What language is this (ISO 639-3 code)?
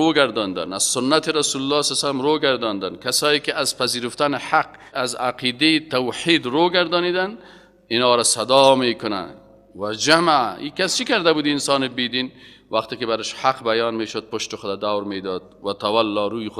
fas